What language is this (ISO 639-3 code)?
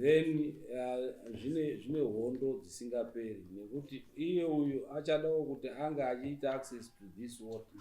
sna